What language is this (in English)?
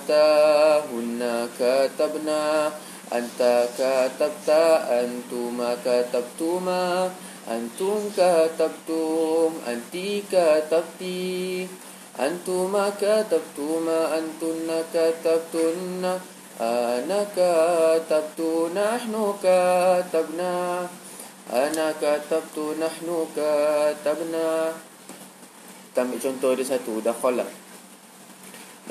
Malay